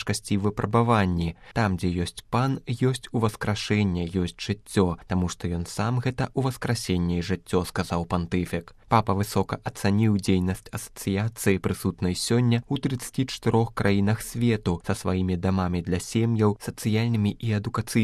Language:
Belarusian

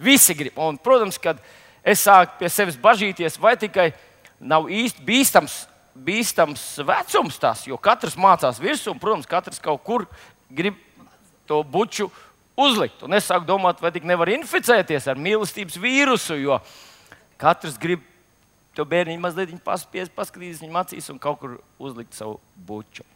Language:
Latvian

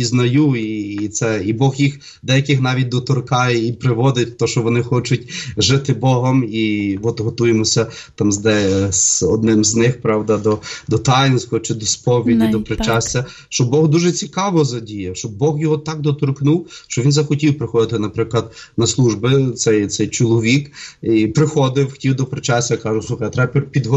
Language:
Ukrainian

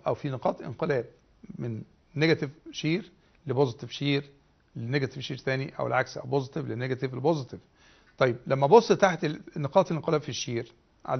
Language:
Egyptian Arabic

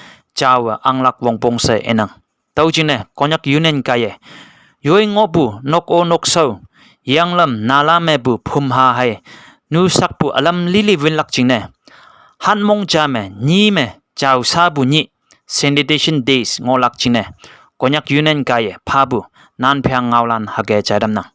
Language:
Konyak Naga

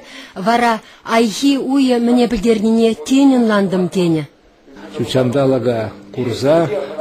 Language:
Chuvash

